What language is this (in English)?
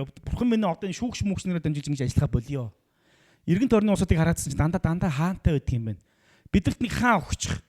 Mongolian